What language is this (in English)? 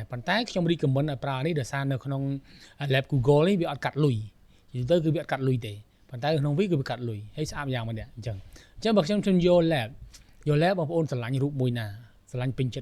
Khmer